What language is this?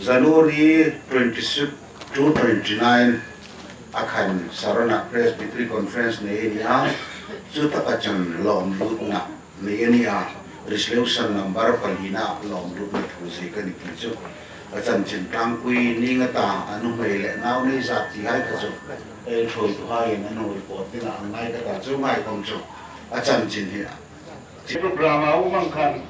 Hmar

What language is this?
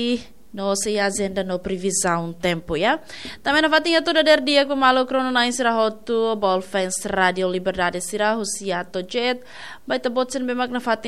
Tetum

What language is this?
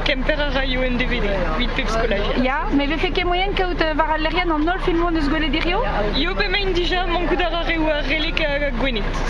Breton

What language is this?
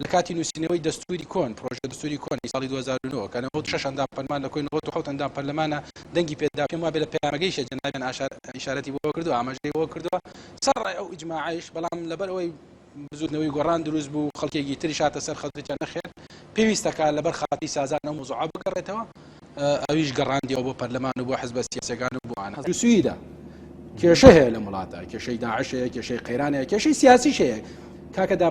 Central Kurdish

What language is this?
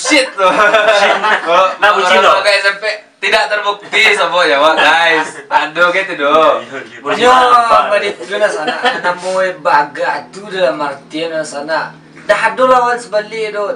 Minangkabau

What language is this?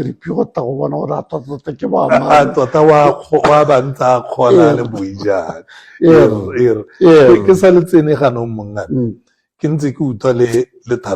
Tswana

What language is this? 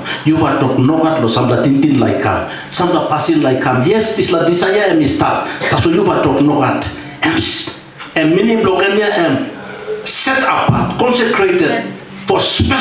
Tok Pisin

